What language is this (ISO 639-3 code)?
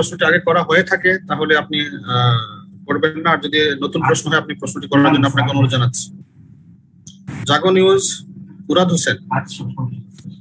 ben